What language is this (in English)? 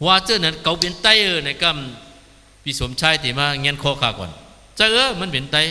Shan